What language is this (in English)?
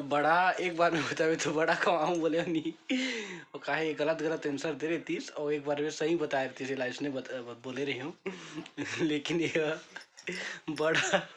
Chhattisgarhi